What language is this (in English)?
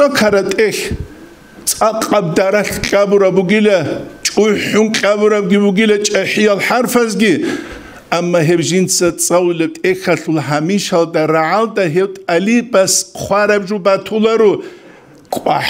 Avaric